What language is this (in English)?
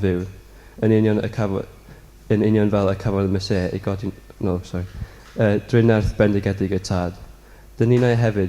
Welsh